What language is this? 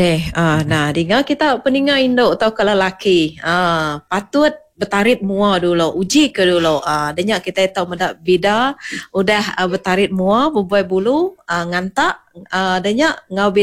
Iban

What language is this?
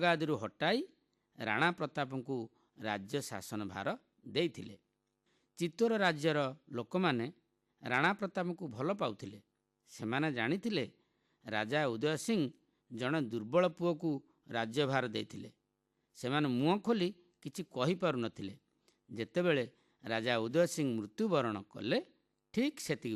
Odia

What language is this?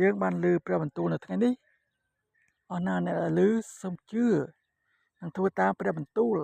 Khmer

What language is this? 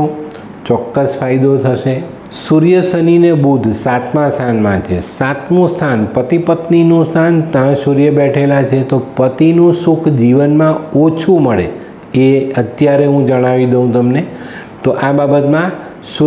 Gujarati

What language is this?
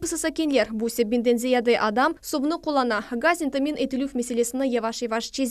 Crimean Tatar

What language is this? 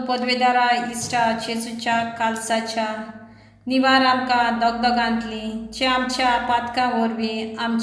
Konkani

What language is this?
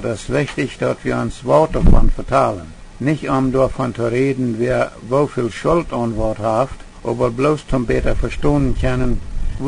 Plautdietsch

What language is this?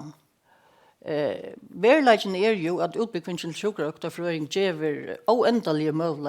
Faroese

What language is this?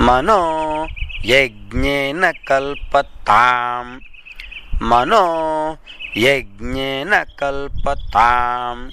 Sanskrit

